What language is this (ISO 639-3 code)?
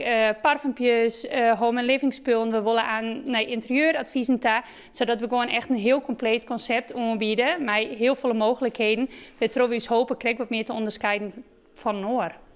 fry